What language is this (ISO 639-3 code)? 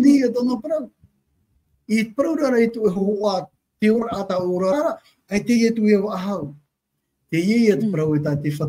tah